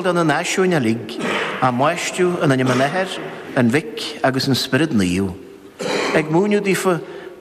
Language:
Irish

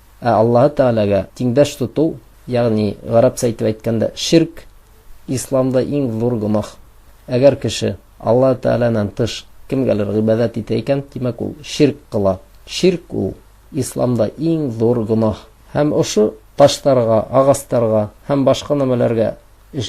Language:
Bashkir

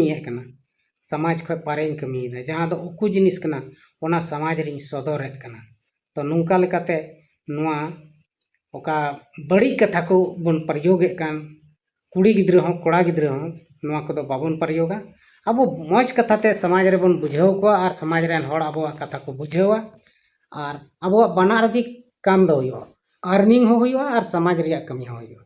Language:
Santali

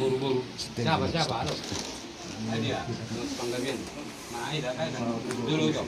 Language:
Batak Toba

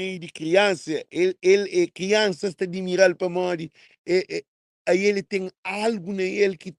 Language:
Kabuverdianu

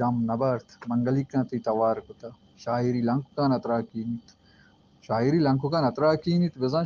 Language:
Baluchi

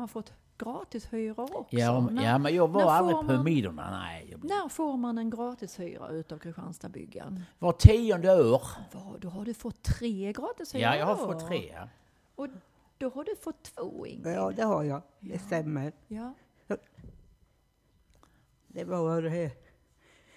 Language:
Swedish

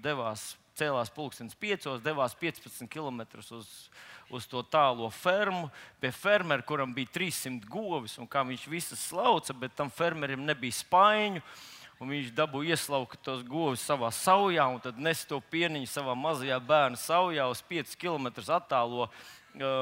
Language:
Latvian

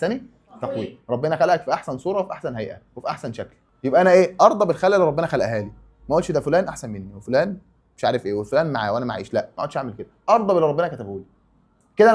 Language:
Egyptian Arabic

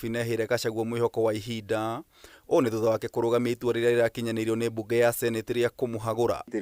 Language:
Kikuyu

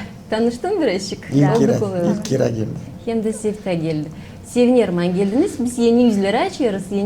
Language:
Gagauz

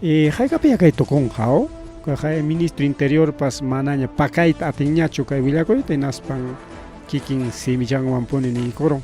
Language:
Ayacucho Quechua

